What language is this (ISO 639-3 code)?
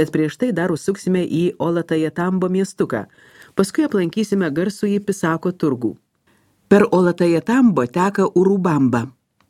lit